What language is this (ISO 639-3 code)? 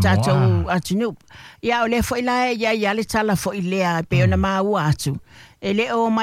smo